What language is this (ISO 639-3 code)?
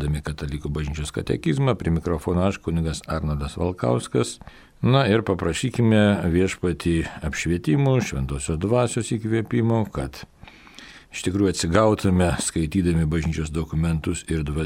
lit